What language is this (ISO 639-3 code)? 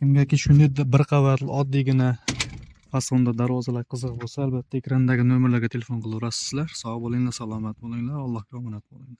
uzb